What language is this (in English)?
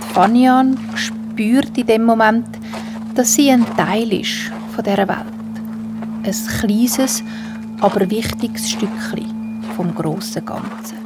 Swiss German